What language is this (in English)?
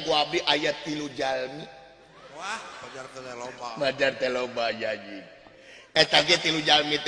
Sundanese